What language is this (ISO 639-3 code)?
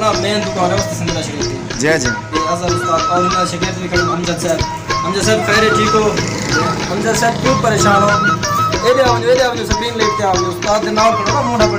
skr